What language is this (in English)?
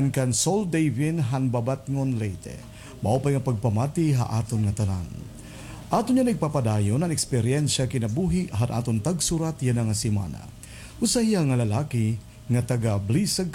Waray